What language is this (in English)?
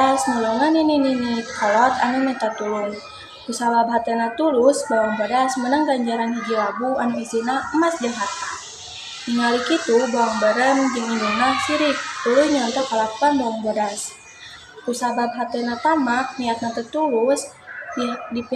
Sundanese